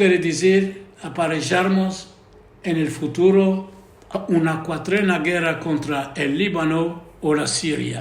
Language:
Ladino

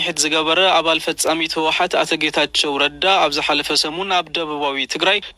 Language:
Tigrinya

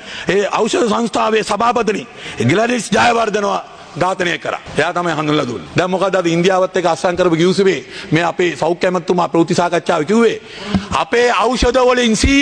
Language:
Sinhala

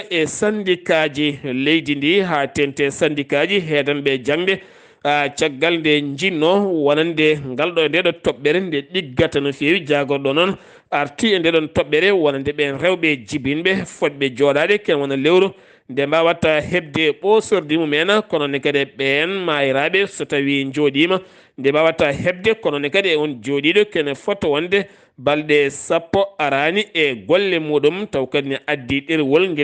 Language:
Fula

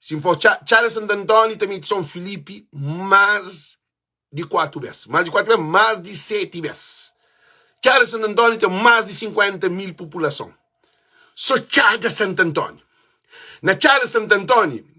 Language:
Kabuverdianu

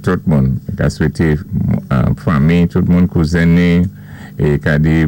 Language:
Saint Lucian Creole French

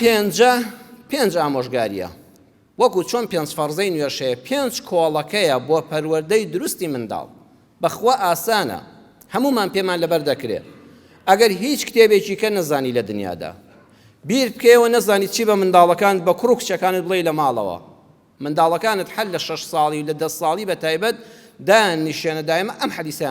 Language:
Central Kurdish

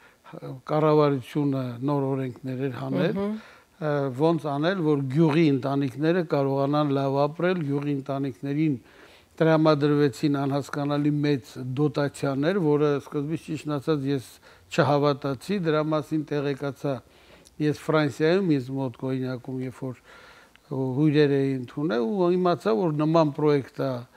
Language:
Armenian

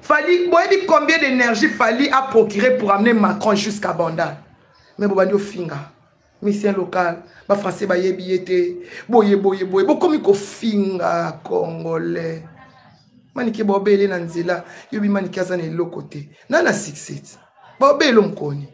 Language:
Lingala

